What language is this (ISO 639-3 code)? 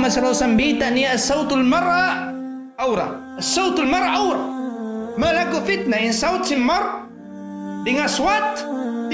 tsg